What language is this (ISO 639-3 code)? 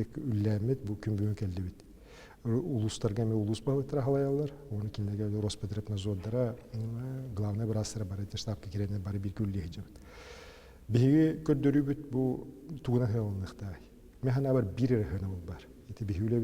sah